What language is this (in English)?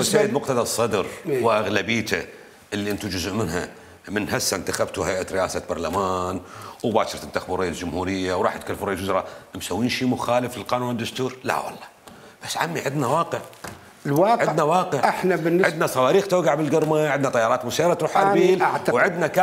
Mesopotamian Arabic